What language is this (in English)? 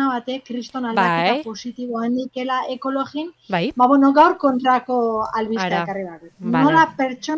Basque